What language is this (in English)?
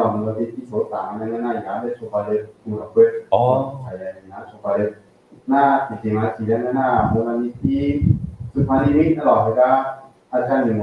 Akha